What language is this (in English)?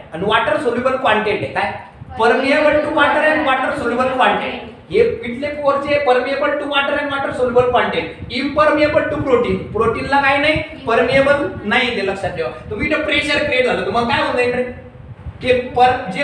Marathi